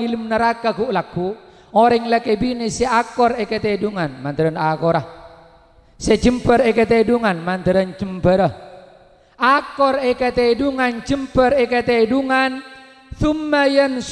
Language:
Madurese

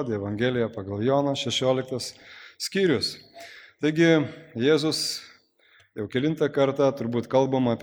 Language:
Lithuanian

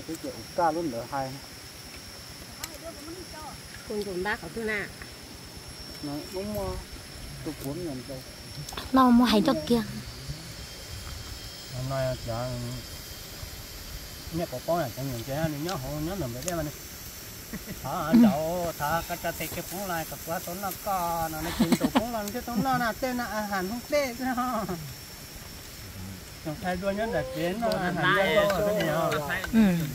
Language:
Vietnamese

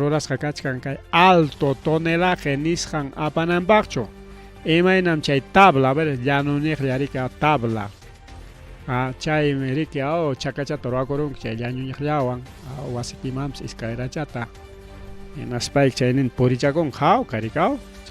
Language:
Ayacucho Quechua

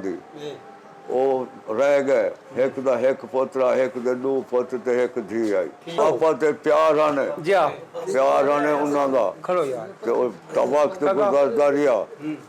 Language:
Saraiki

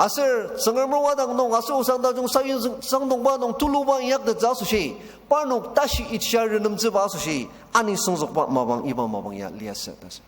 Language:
Ao Naga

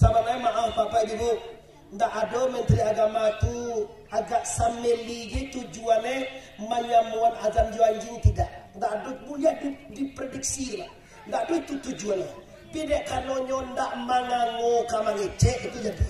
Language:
Minangkabau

